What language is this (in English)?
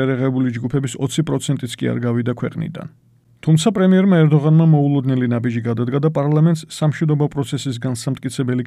Georgian